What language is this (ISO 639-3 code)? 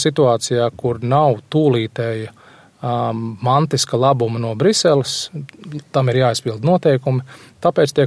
lav